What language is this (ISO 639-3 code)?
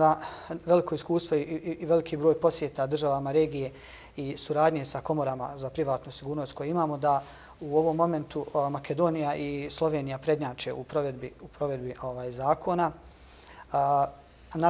bos